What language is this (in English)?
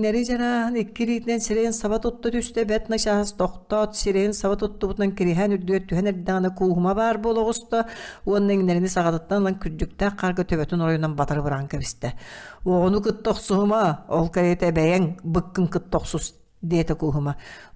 Yakut